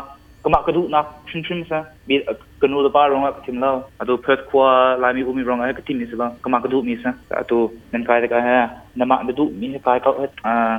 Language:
Hakha Chin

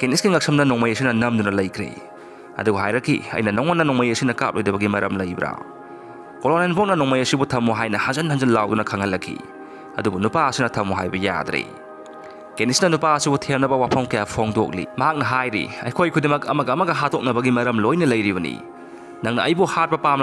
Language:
Manipuri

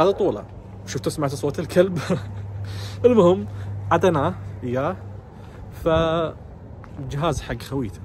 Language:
Najdi Arabic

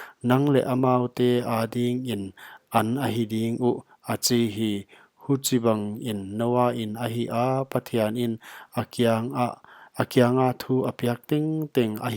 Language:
Paite Chin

